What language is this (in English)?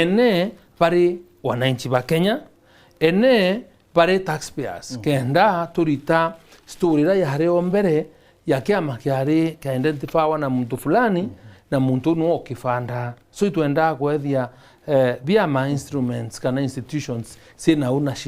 Meru